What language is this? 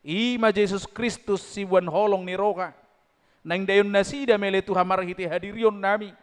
Batak Toba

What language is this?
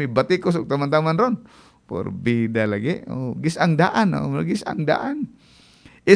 Cebuano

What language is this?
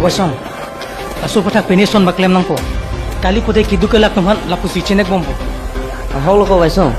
Karbi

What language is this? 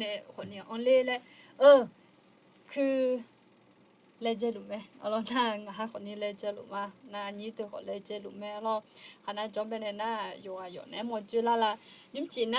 Akha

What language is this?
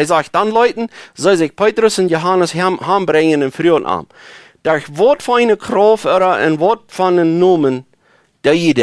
Plautdietsch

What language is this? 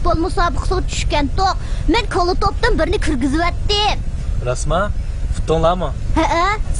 Uyghur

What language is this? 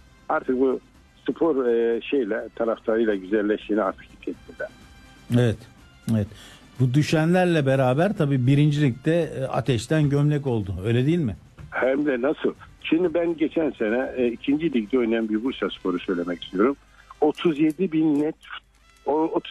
Turkish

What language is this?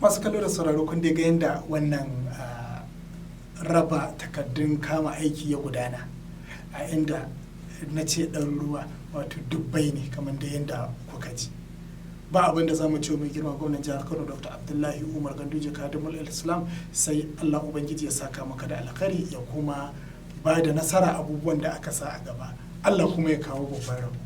Hausa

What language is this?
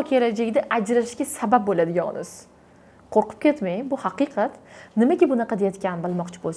Uzbek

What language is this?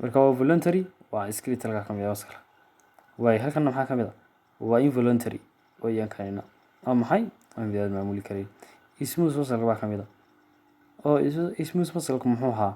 Somali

